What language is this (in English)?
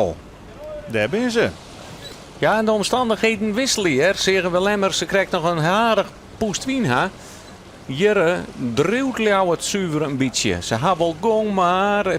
Western Frisian